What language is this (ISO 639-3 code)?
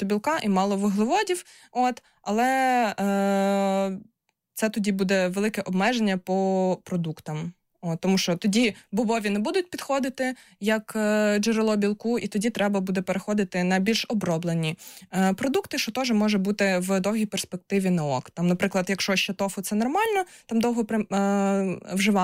ukr